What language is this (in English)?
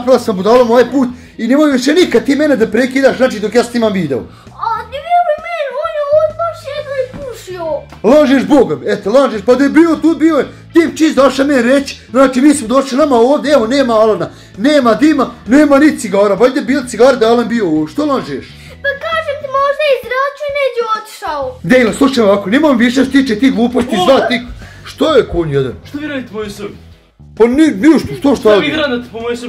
Bosnian